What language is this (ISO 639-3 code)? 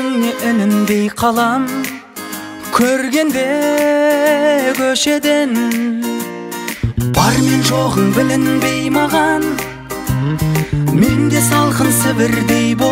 kaz